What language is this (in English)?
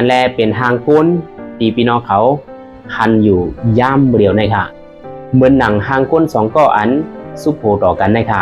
Shan